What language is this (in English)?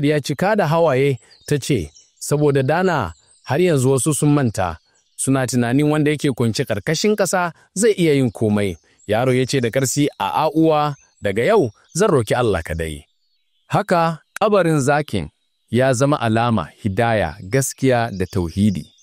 Hausa